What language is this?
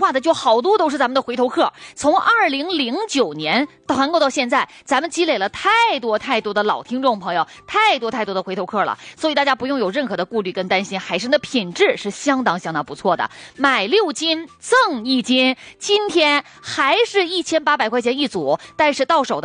Chinese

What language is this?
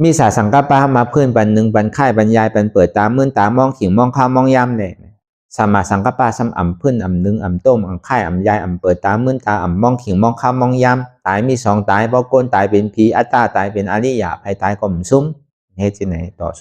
Shan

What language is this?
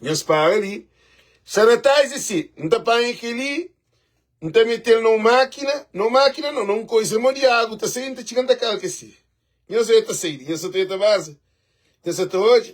Kabuverdianu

